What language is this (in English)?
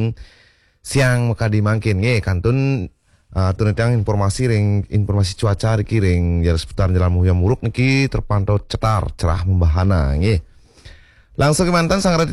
Balinese